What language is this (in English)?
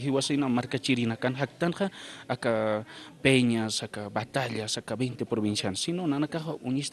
Aymara